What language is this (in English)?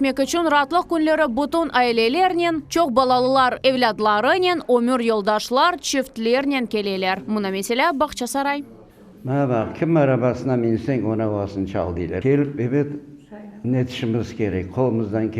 Crimean Tatar